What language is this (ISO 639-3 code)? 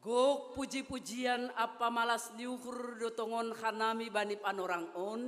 bts